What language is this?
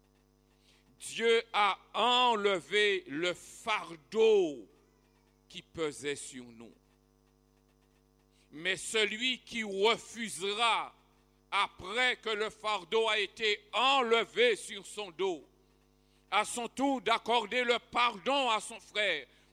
French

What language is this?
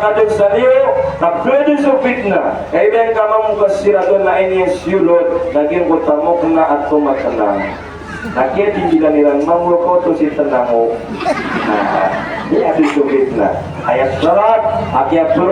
Maranao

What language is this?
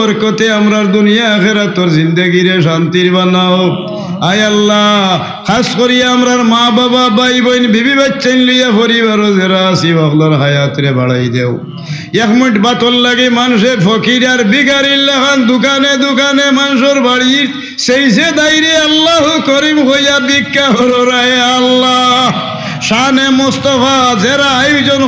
Sylheti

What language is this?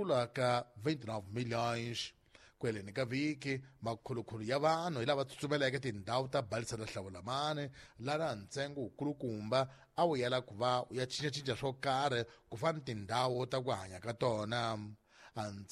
Tsonga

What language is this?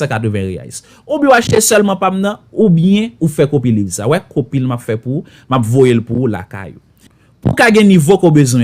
Haitian Creole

